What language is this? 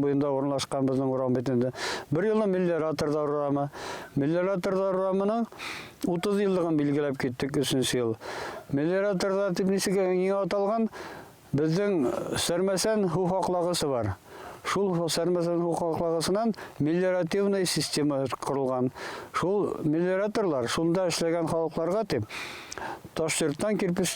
Bashkir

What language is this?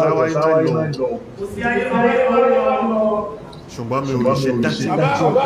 Yoruba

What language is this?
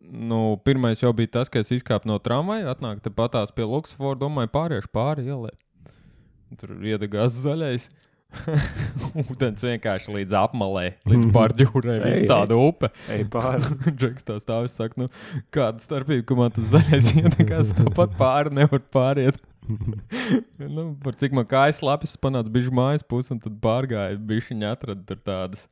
Latvian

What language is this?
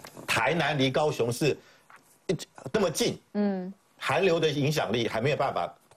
Chinese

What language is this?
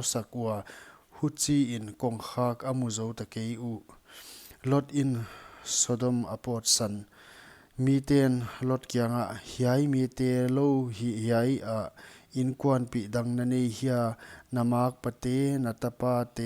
Paite Chin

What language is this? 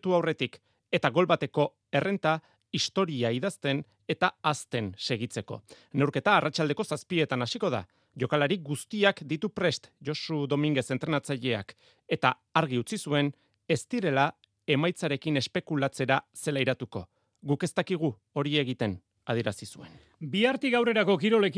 Basque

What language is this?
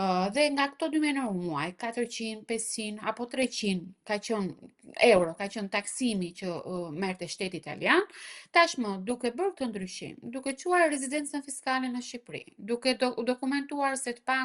Albanian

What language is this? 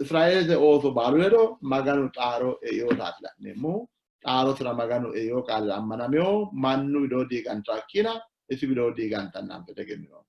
Sidamo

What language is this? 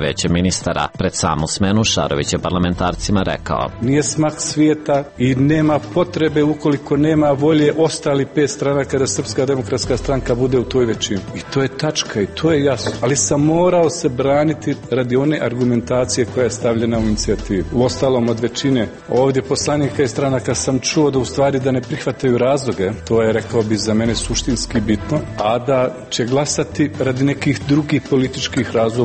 Serbian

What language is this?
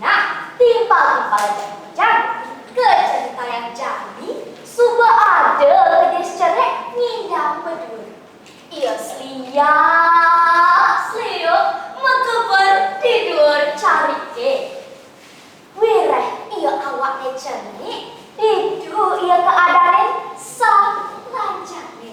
Balinese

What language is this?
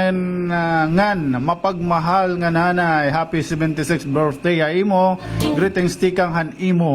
Waray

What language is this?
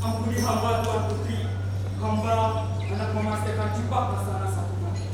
Banjar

